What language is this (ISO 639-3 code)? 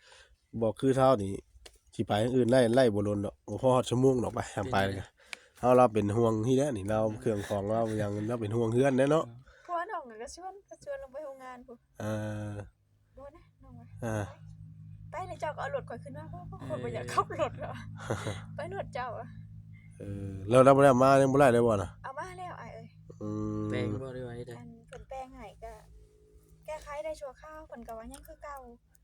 tts